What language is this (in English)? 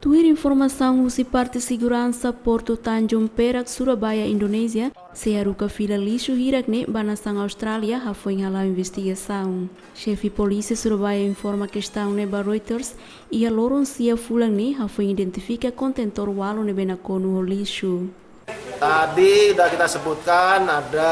Tetum